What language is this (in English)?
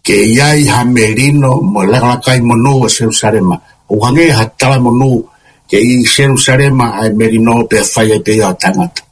Tongan